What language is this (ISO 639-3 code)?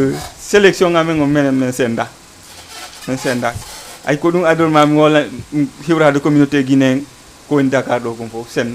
ful